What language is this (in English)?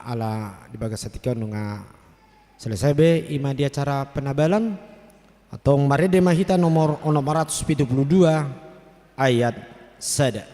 Batak Toba